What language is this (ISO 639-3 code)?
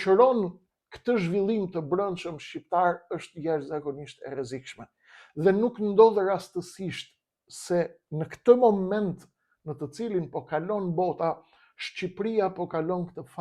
sqi